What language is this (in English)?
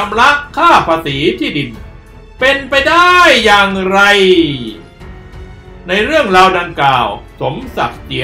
Thai